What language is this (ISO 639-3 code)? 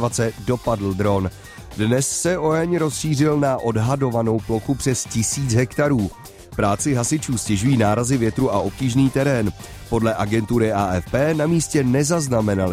ces